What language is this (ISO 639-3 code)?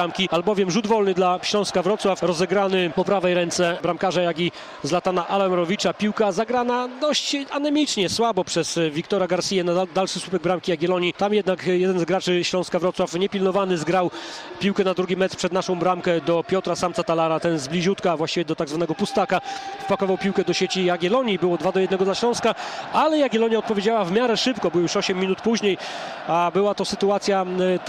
pol